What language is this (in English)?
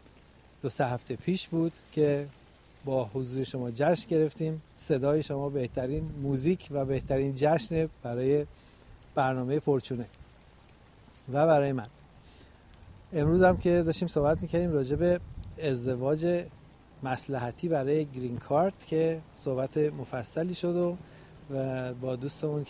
Persian